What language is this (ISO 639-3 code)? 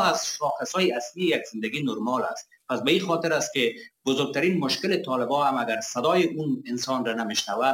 fas